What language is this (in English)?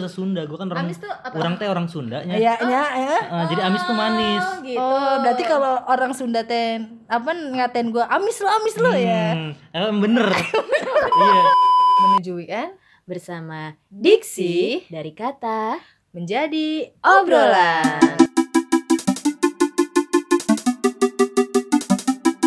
Indonesian